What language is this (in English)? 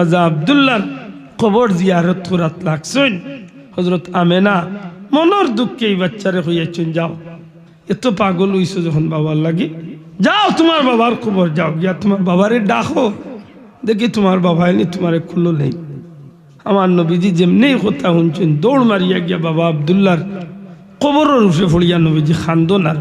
Sylheti